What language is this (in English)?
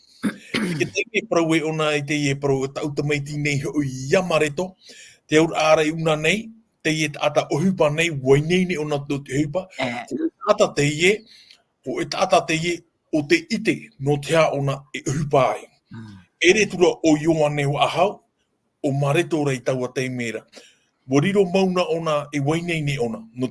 Tahitian